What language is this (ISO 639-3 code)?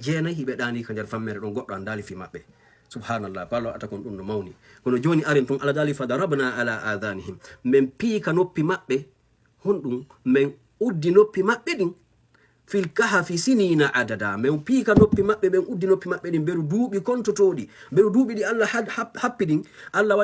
ful